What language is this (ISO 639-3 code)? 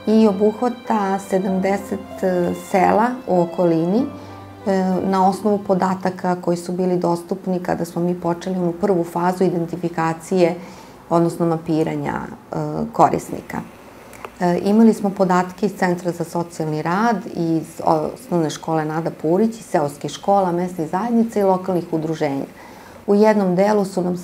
srp